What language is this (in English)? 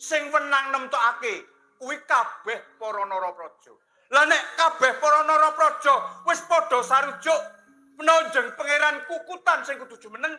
Javanese